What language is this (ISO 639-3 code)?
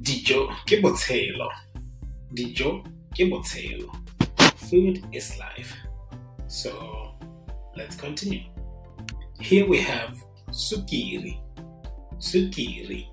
tsn